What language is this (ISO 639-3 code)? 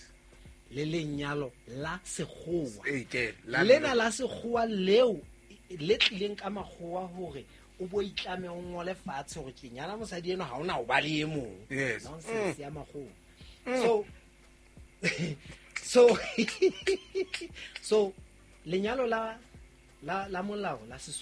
sot